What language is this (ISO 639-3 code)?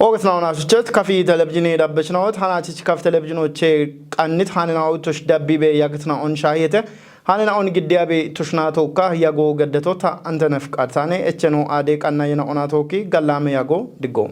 kbr